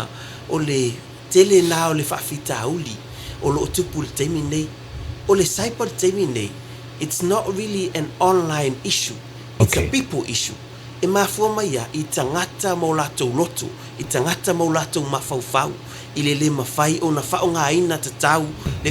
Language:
Samoan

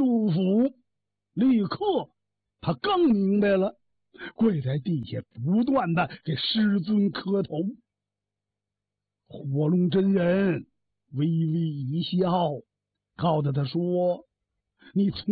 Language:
Chinese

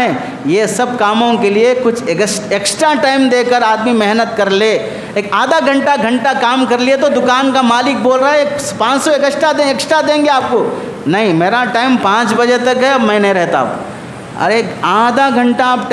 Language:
Urdu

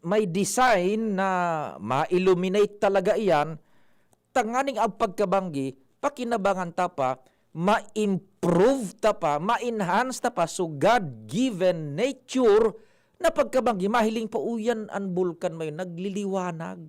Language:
Bikol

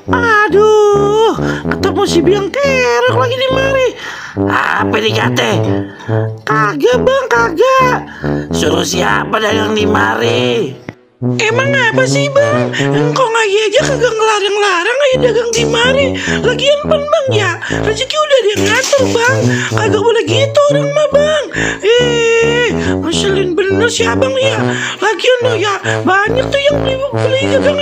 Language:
Betawi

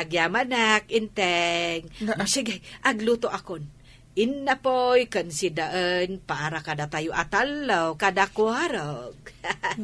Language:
Iloko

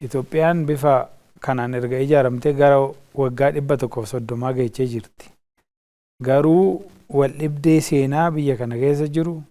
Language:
Oromo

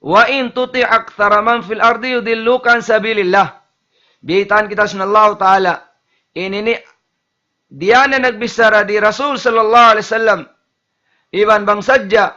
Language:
Tausug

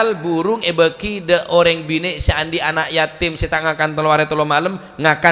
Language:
Madurese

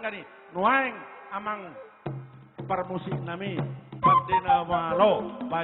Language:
Batak Toba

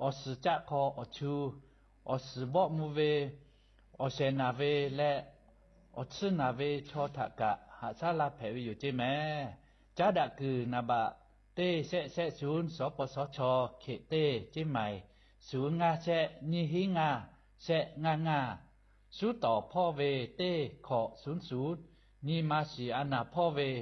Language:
Lahu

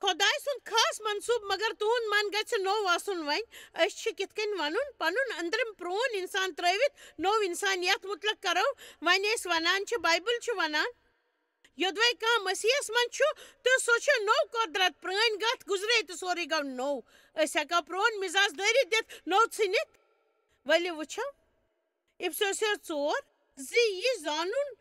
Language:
Kashmiri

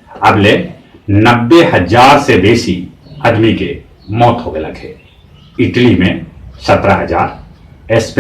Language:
Magahi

